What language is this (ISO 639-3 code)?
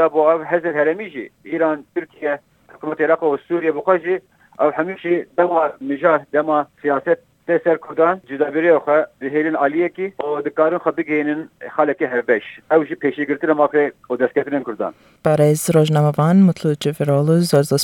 kur